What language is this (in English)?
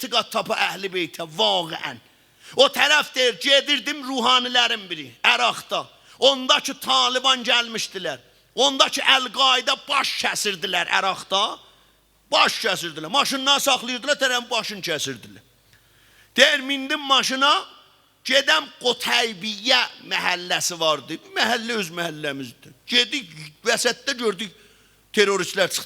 South Azerbaijani